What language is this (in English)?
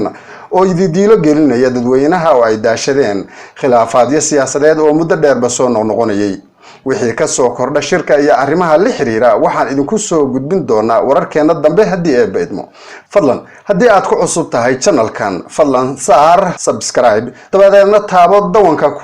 Somali